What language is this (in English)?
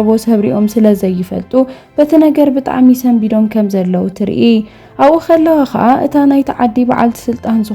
Tigrinya